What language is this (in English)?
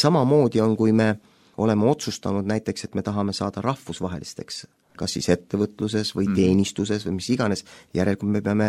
Estonian